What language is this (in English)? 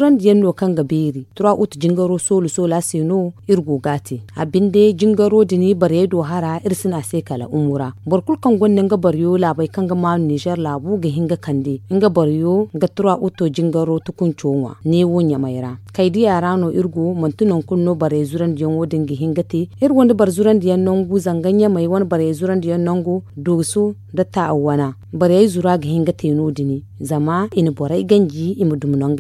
Zarma